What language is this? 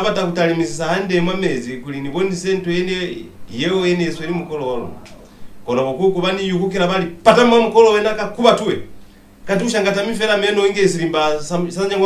Lozi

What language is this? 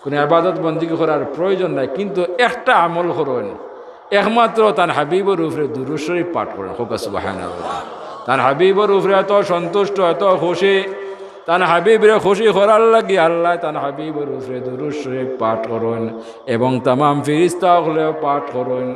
Sylheti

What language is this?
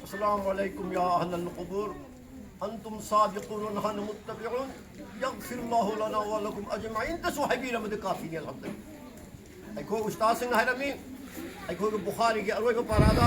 Manipuri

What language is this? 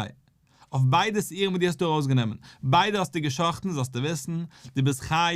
Yiddish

